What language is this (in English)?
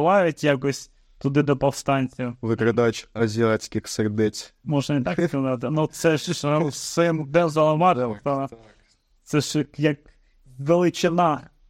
Ukrainian